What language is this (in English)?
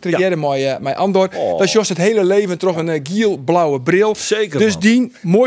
Western Frisian